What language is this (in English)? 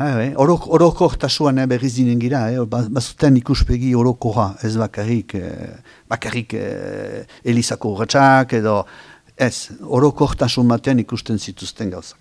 Basque